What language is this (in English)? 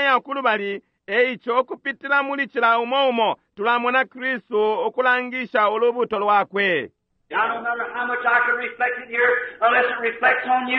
Bemba